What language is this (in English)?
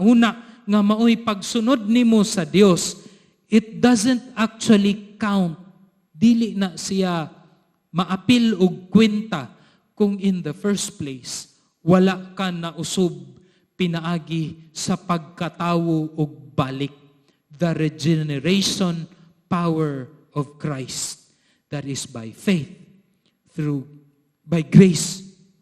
Cebuano